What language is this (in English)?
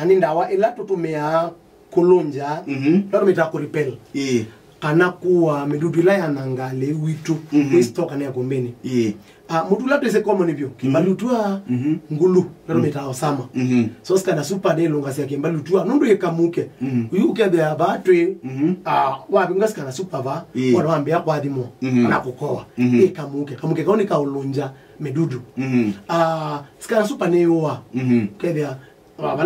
Kamba